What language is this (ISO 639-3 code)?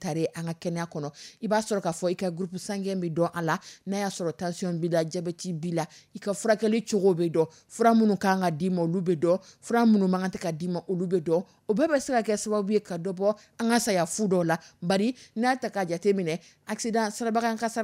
dyu